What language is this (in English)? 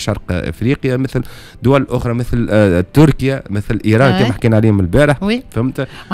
Tunisian Arabic